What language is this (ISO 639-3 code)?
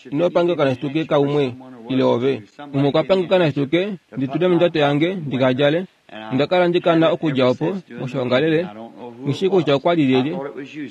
kua